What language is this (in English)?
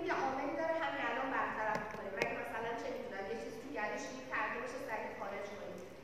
Persian